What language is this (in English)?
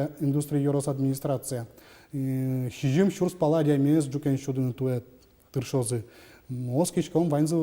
Udmurt